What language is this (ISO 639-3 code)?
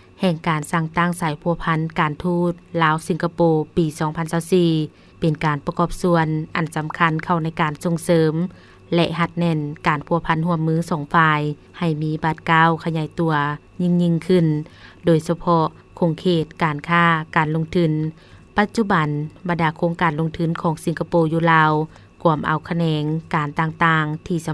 lao